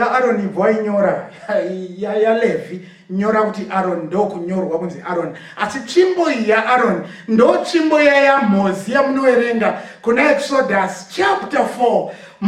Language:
Shona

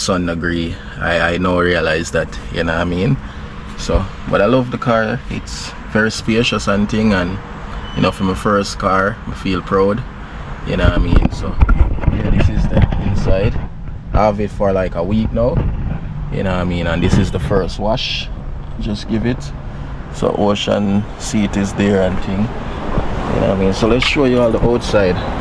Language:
Jamaican Creole English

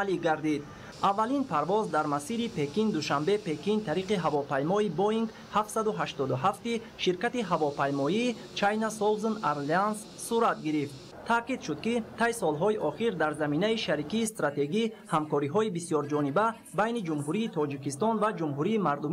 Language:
Tajik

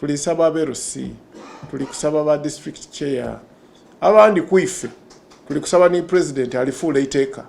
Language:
Soga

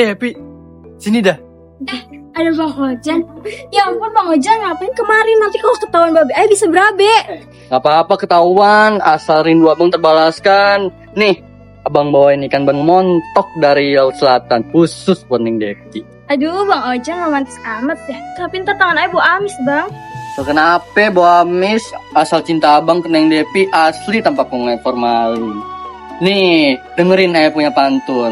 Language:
Betawi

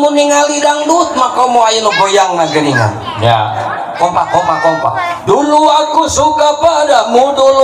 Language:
Sundanese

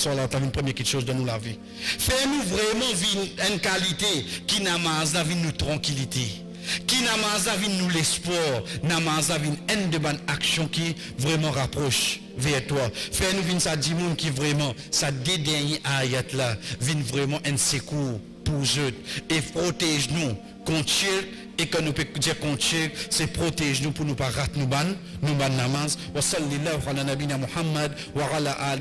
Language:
Morisyen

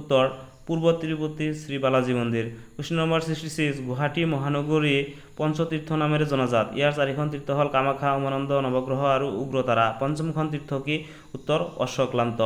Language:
Assamese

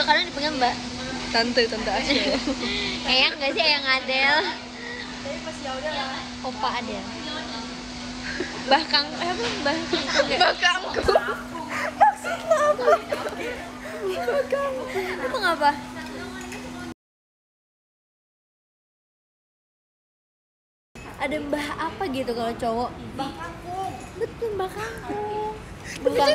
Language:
Indonesian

